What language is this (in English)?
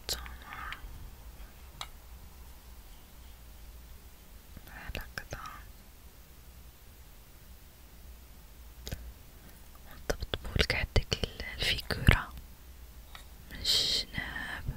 Moroccan Arabic